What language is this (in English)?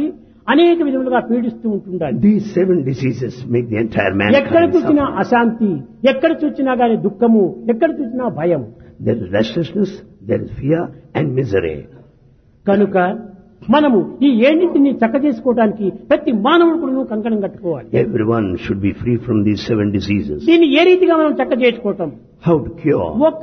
Telugu